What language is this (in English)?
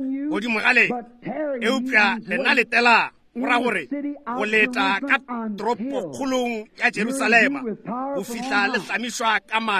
Northern Sotho